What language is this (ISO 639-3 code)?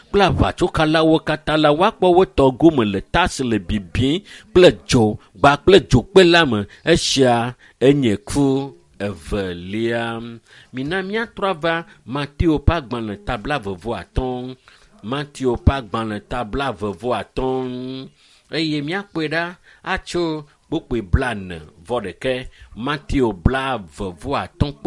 ewe